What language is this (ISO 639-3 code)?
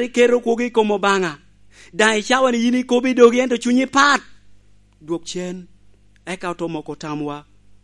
laj